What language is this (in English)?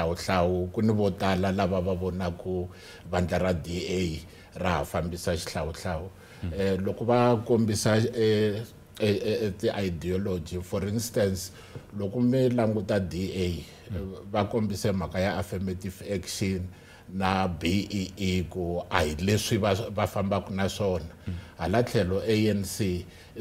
Tsonga